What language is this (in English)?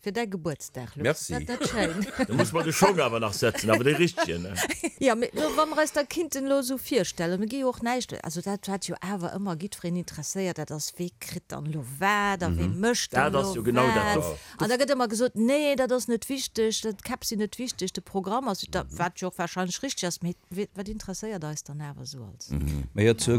Luxembourgish